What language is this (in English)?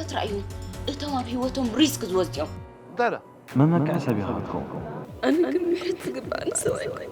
Tigrinya